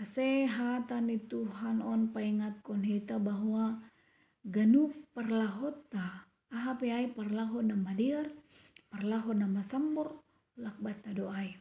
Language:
Batak Simalungun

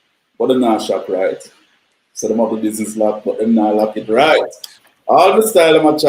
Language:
Jamaican Creole English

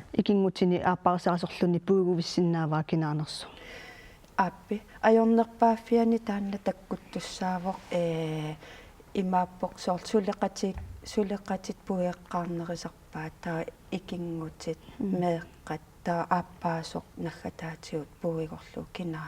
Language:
Kalaallisut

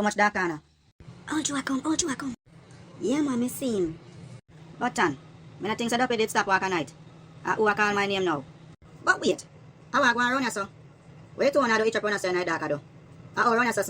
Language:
Jamaican Creole English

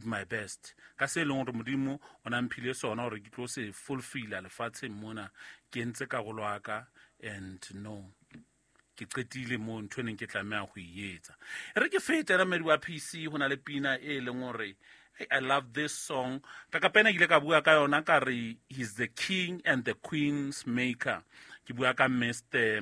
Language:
Southern Sotho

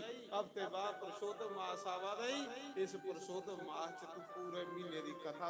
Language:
Dogri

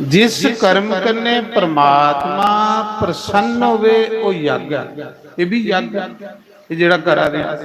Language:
Dogri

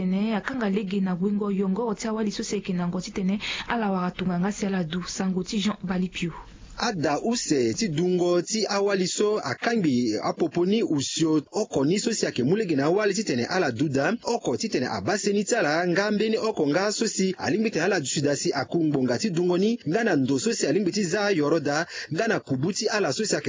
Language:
Sango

